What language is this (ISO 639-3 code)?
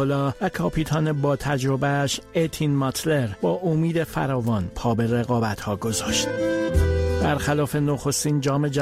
fas